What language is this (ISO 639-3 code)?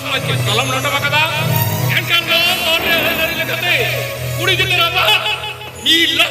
sat